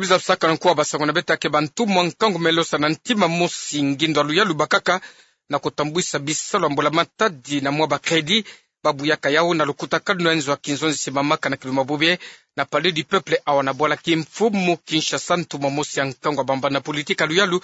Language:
Kituba (Democratic Republic of Congo)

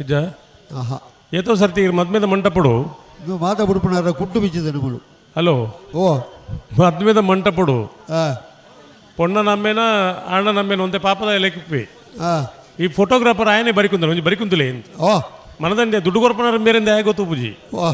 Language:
Tulu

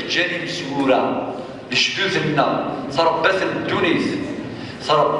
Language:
Kabyle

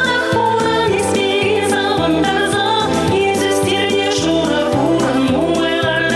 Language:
Chuvash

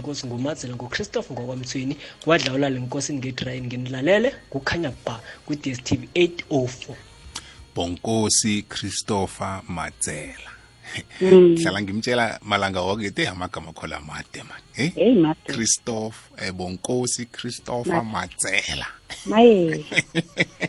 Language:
South Ndebele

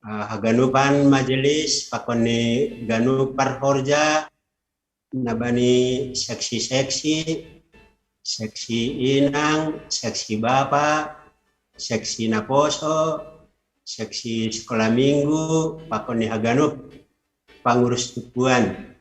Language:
Batak Simalungun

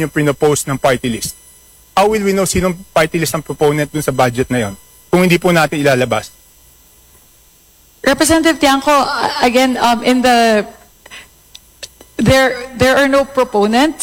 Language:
Filipino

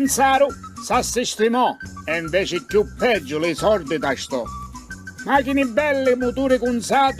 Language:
Sicilian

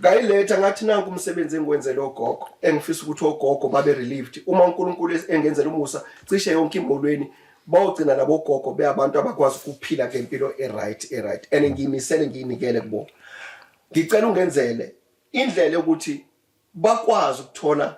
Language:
Zulu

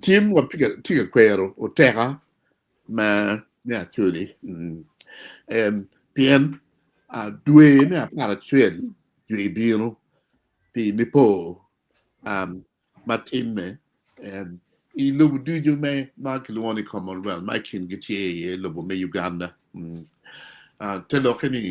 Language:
Acoli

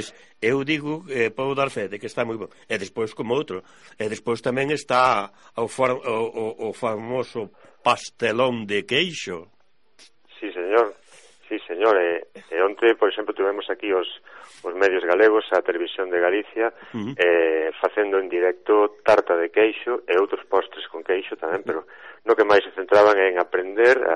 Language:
Galician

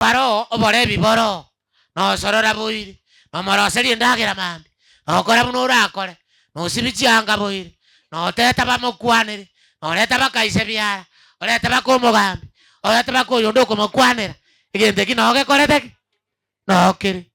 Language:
Gusii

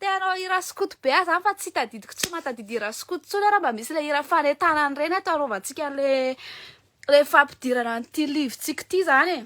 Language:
Malagasy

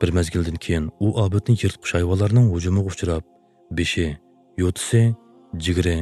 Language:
Uyghur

